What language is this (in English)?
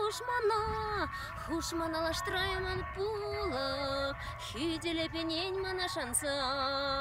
Chuvash